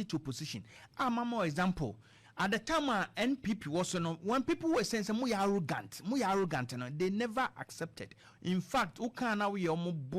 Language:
Akan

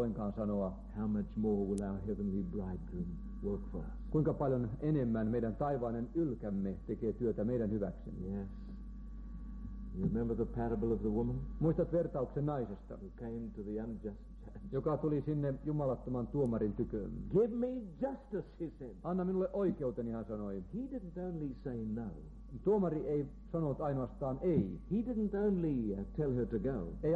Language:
Finnish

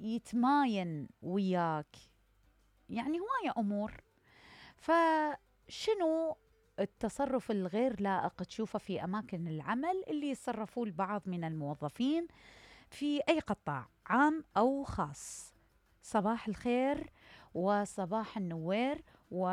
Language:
Mesopotamian Arabic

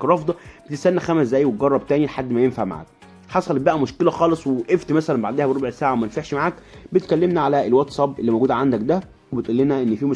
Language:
Egyptian Arabic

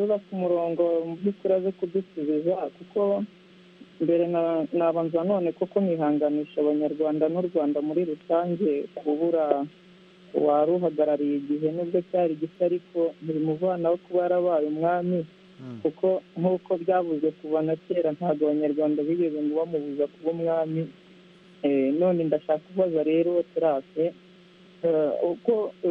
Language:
Kinyarwanda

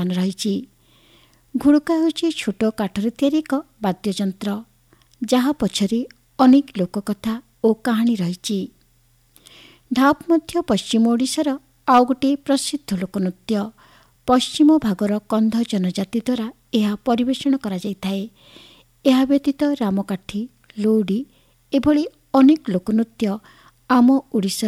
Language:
Odia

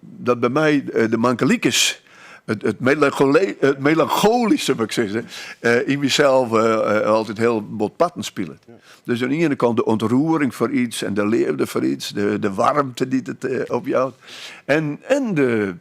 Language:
Western Frisian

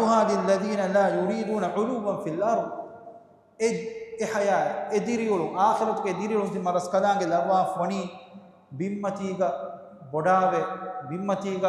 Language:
Divehi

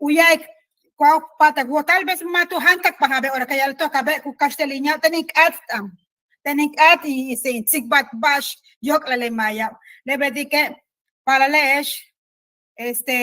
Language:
Yucateco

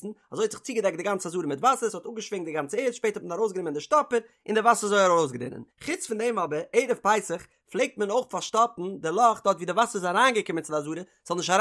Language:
Yiddish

